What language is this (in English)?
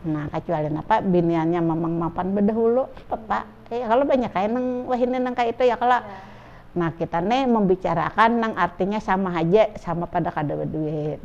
Banjar